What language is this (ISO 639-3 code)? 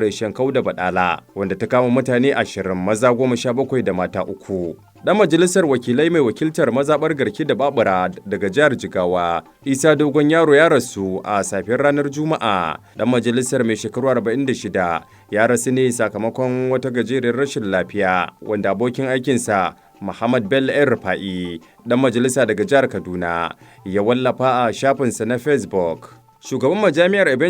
hau